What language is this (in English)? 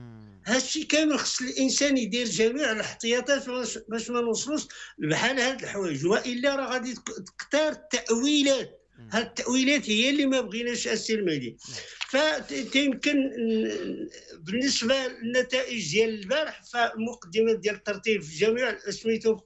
Moroccan Arabic